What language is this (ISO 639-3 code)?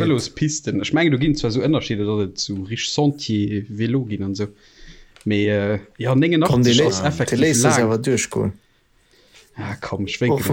ltz